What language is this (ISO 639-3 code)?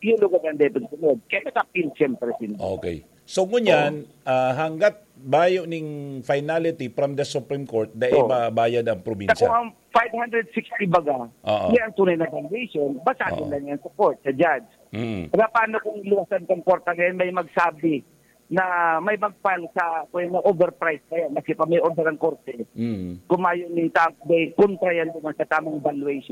bik